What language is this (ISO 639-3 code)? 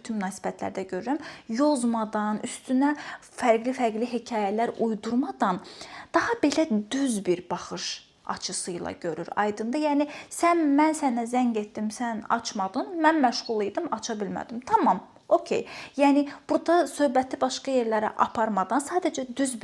aze